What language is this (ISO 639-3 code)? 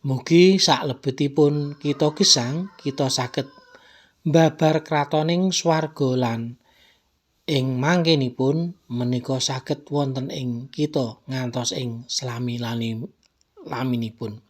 jav